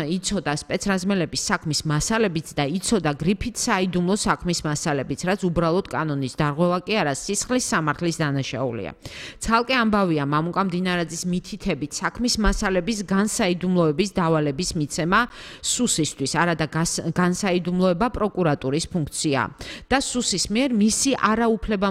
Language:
Georgian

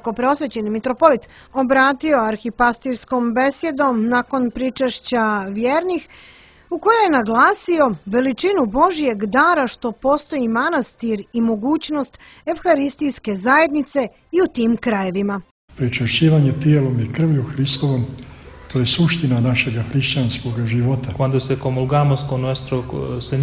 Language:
Serbian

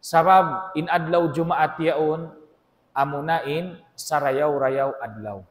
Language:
Tausug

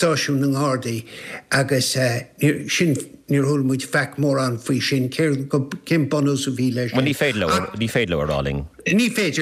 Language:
Irish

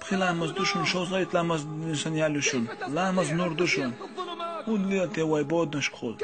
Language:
Chechen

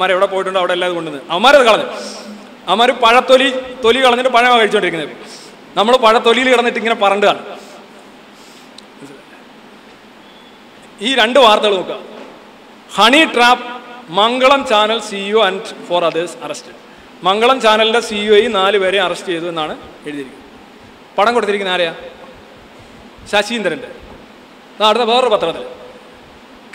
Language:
Malayalam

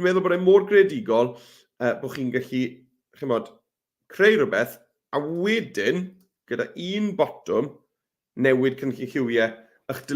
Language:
Welsh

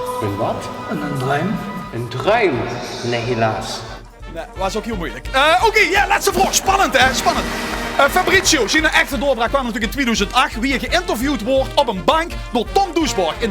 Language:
Limburgish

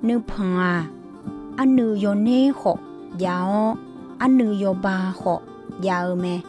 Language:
Akha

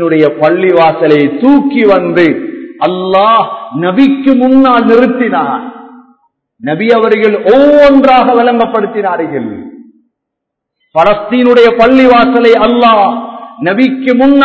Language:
Tamil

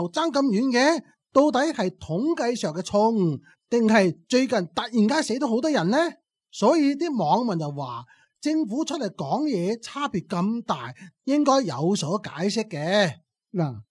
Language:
Cantonese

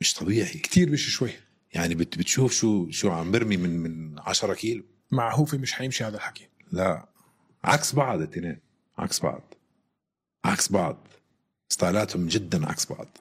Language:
North Levantine Arabic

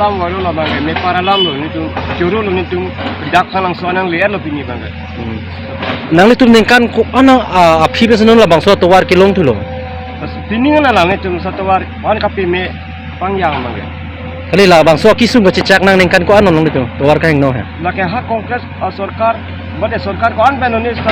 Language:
Karbi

